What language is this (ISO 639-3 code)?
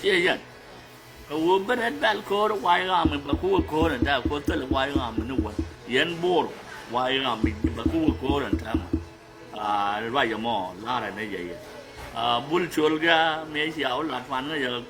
nus